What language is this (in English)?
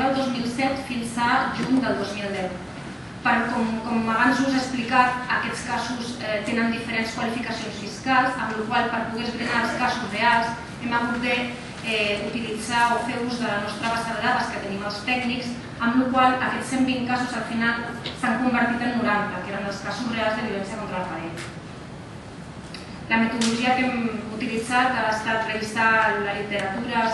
Catalan